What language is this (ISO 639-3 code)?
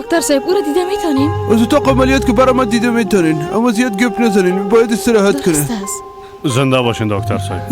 fas